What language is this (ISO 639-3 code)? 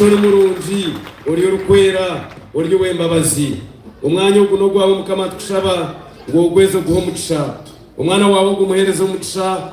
nyn